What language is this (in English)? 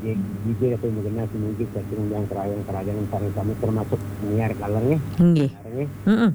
Balinese